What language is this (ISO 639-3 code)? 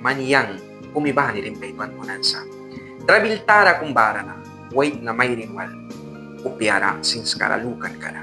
miq